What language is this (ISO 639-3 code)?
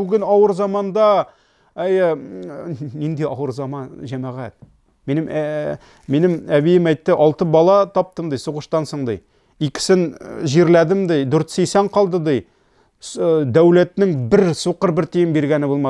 tat